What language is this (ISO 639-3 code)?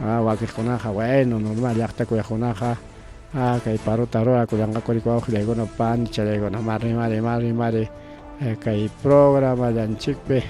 quy